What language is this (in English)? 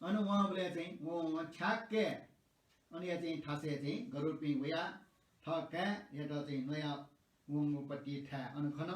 Newari